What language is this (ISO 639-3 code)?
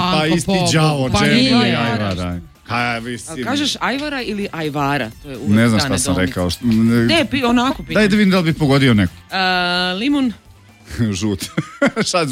srp